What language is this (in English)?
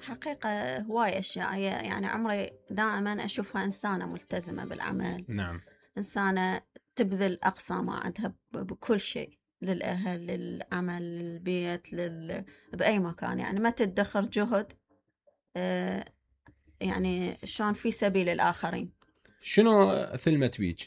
Mesopotamian Arabic